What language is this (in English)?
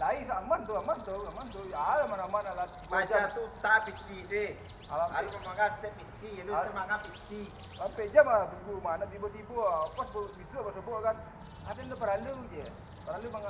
Minangkabau